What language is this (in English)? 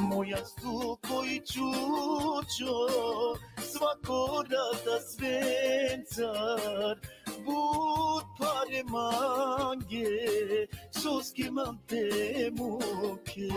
Balkan Romani